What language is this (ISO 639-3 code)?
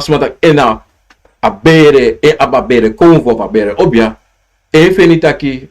srn